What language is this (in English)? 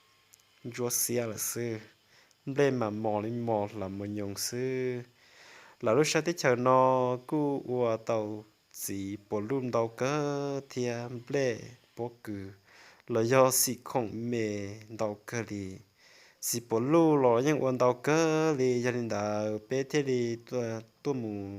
Hmong